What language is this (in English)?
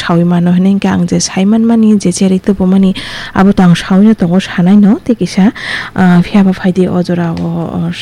Kok Borok